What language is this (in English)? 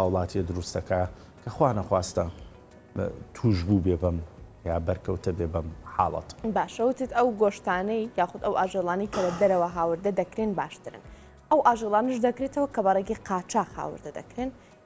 Central Kurdish